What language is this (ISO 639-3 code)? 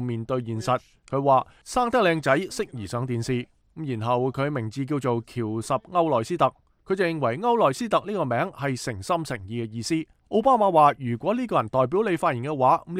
yue